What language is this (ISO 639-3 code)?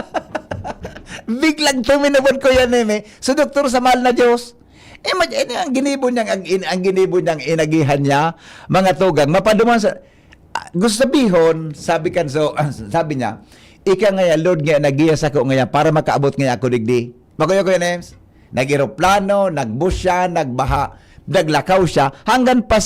bik